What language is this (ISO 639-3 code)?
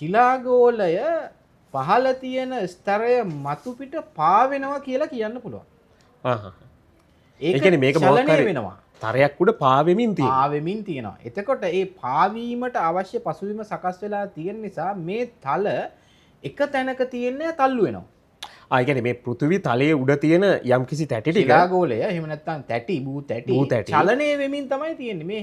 sin